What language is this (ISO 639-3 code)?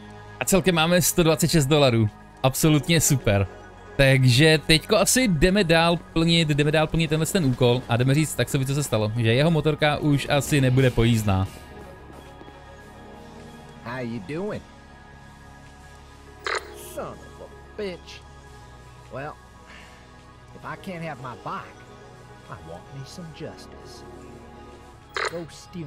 ces